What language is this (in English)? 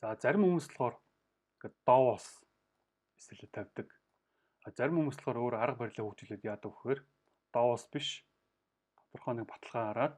Mongolian